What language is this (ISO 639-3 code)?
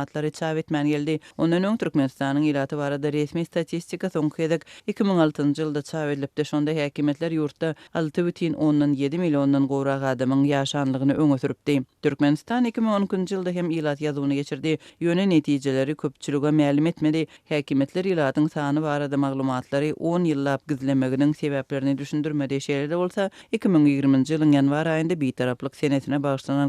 tuk